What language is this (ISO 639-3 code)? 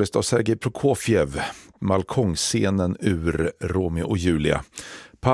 swe